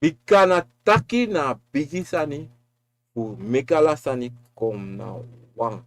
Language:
Sranan Tongo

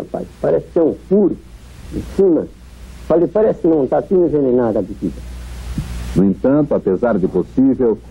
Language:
Portuguese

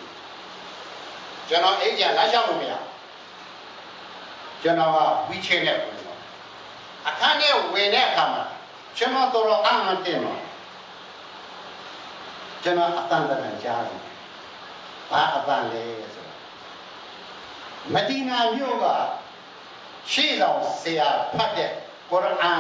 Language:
Burmese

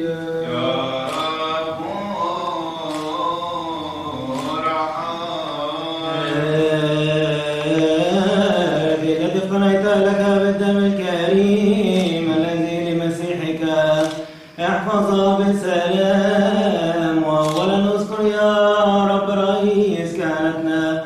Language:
Arabic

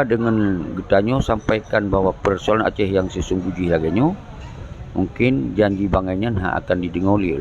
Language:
Achinese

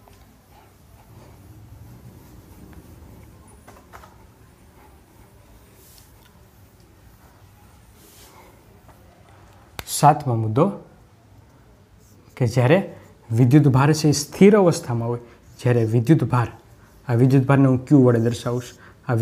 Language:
Gujarati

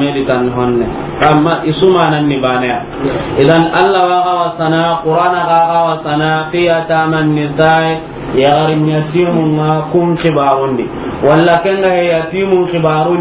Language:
Soninke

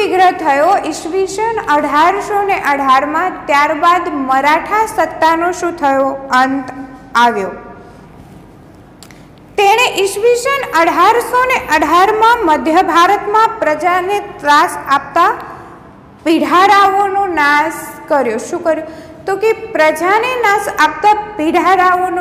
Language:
Gujarati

